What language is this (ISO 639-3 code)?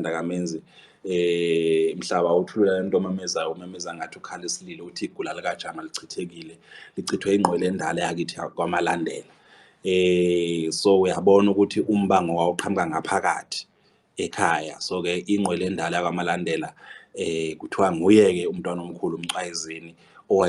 zul